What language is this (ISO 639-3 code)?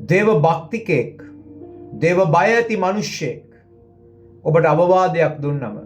sin